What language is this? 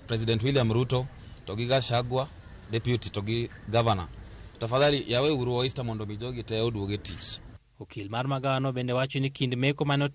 Luo (Kenya and Tanzania)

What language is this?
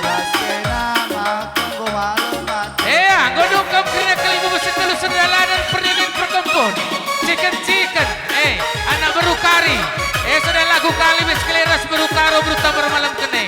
Batak Karo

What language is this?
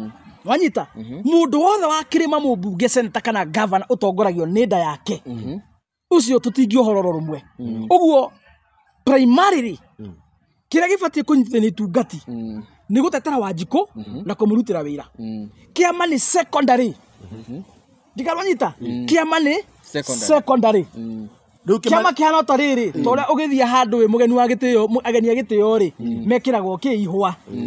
Kikuyu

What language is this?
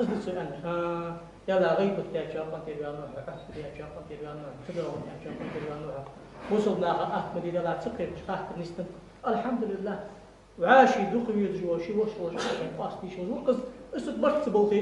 Ingush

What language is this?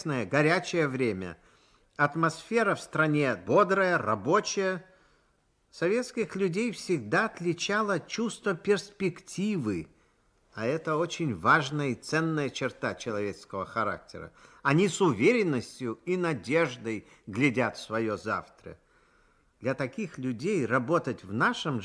Russian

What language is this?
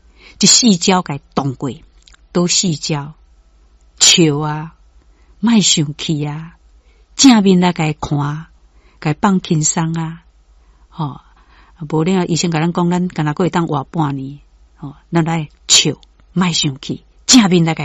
Min Nan Chinese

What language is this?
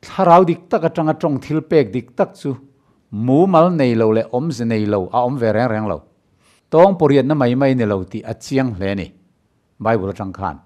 Mizo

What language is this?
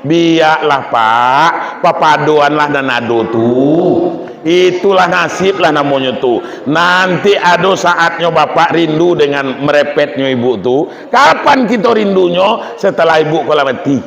Minangkabau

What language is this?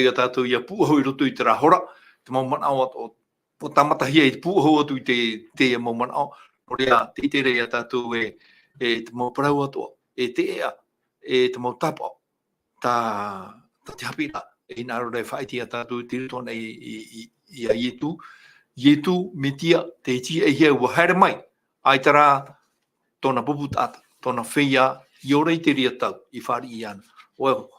Tahitian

